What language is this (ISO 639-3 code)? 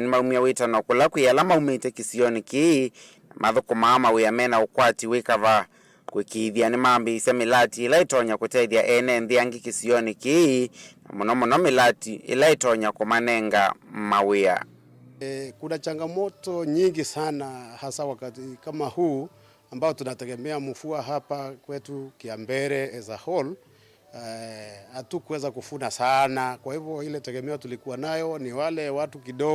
kam